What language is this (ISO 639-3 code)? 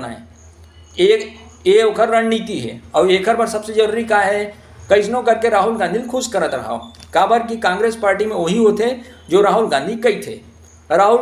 hne